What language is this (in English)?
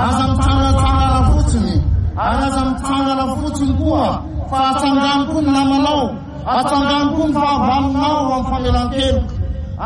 Malagasy